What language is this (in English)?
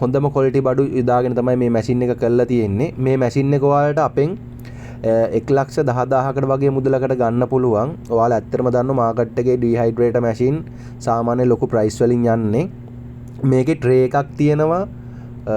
Sinhala